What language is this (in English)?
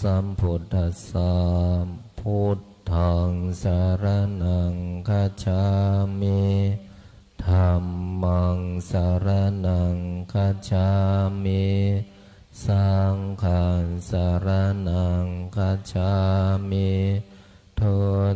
Pali